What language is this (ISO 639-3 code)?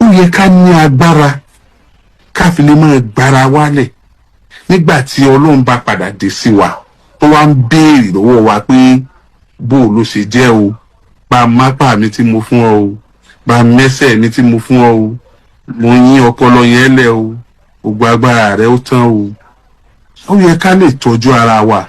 yor